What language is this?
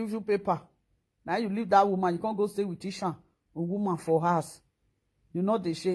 Nigerian Pidgin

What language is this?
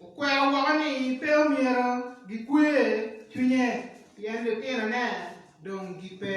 Acoli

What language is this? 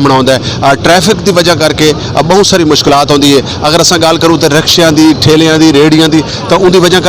Saraiki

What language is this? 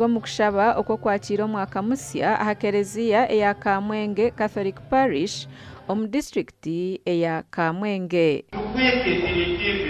Nyankole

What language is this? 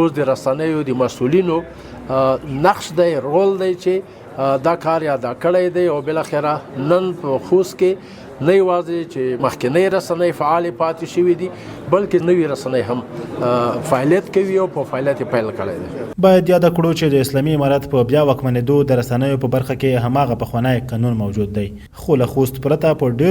Pashto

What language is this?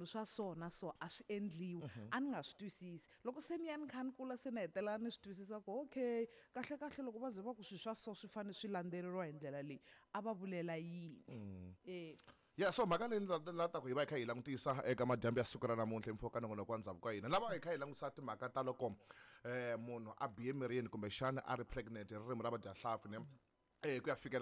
Tsonga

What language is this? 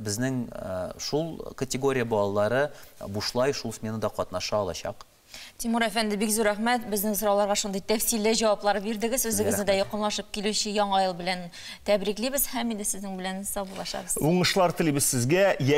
Tatar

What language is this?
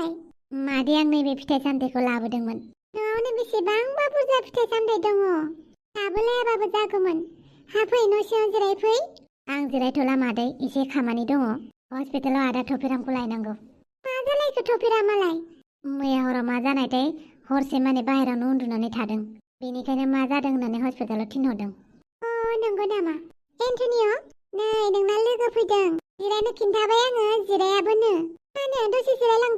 Bodo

